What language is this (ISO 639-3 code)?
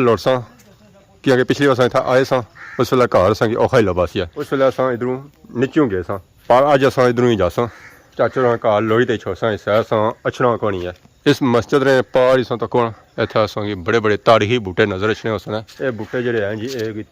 phr